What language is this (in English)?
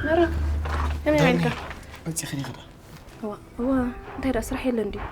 Tigrinya